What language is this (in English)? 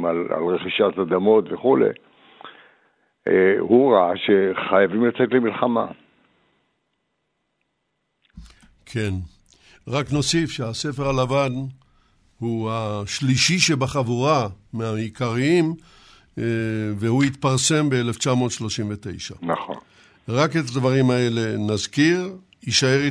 Hebrew